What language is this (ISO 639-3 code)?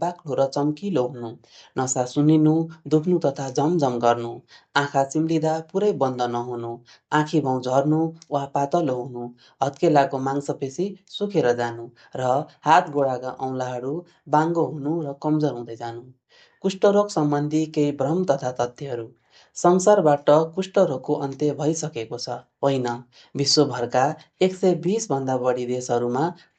nep